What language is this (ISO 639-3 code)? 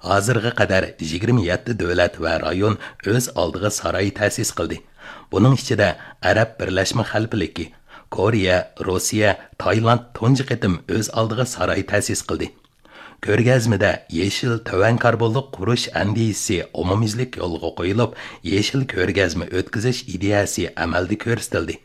uig